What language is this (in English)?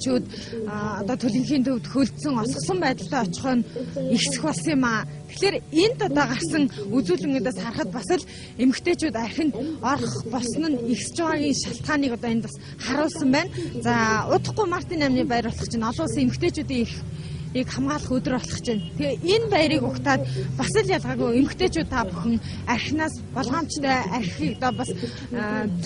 Mongolian